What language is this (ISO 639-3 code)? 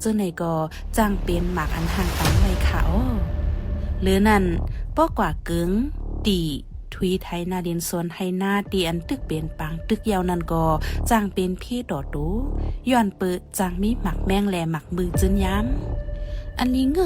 shn